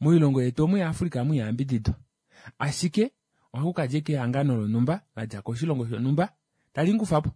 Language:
Kuanyama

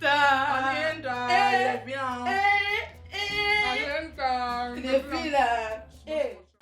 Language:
Nigerian Pidgin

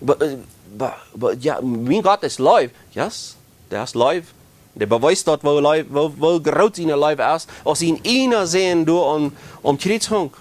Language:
Plautdietsch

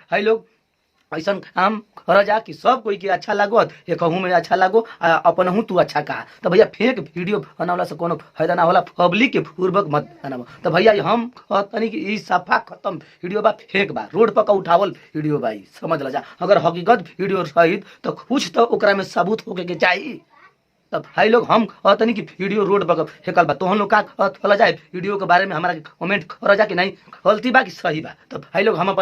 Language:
Bhojpuri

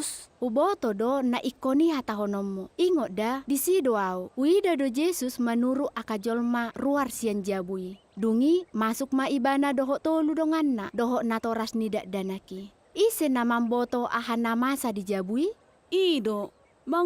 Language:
Batak Toba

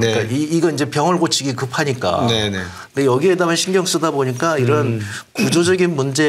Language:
Korean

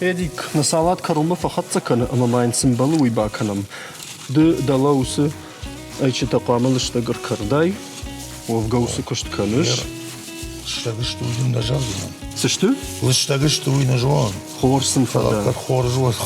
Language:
Ossetic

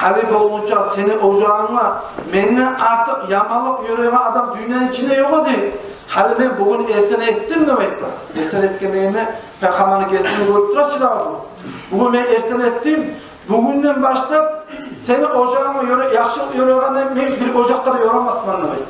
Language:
Kumyk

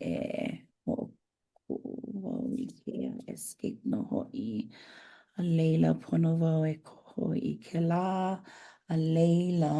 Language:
Hawaiian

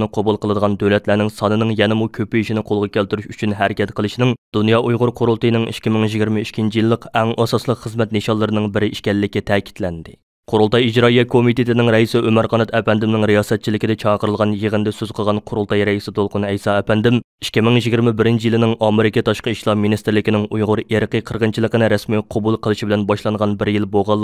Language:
Uyghur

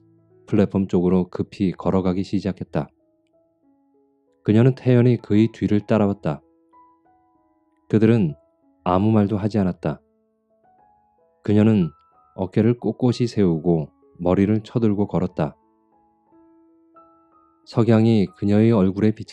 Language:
Korean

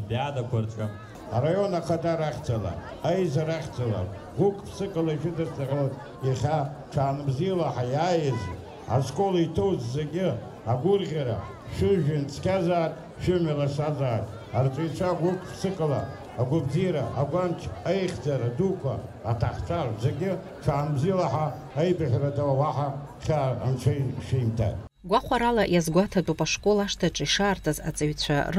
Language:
Abkhazian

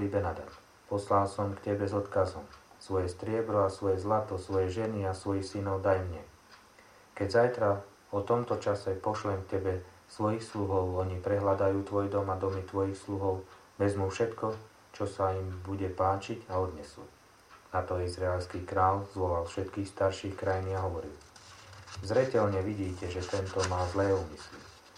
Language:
Slovak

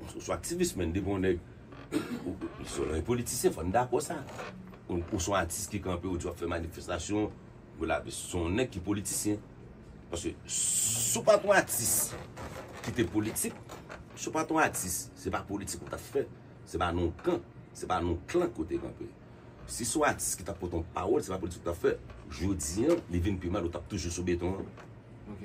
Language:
Haitian Creole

